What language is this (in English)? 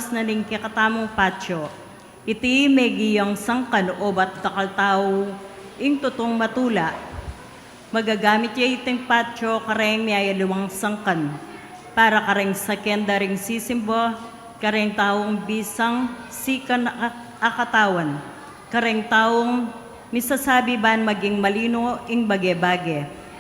Pampanga